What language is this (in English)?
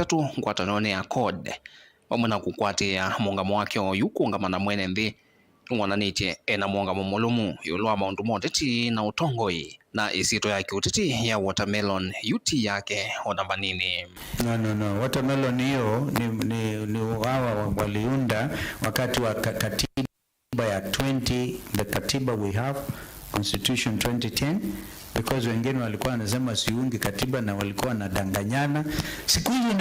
Kamba